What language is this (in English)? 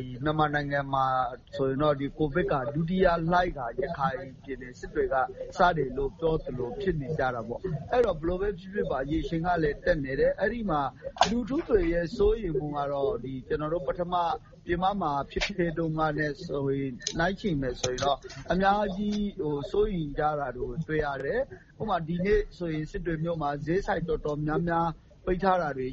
Burmese